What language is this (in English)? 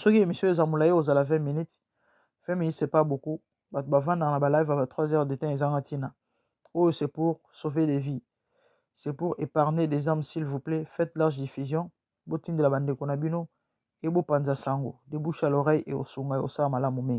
Lingala